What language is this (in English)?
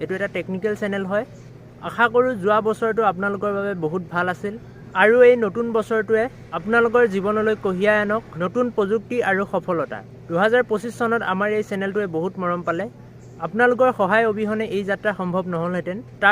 Assamese